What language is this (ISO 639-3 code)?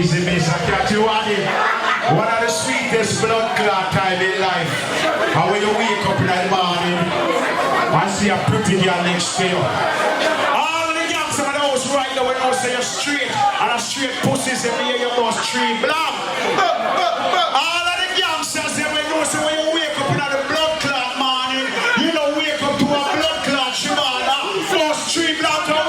jam